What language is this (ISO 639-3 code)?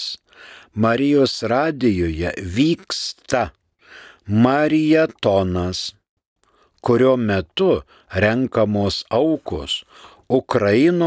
lit